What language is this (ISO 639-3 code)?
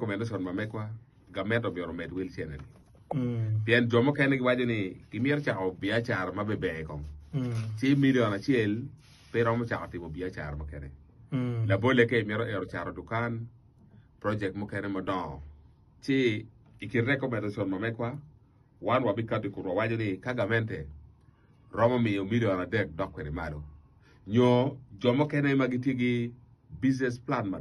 ach